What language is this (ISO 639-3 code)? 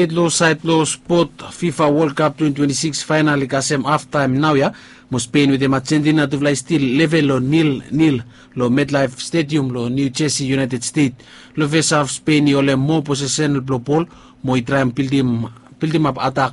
bis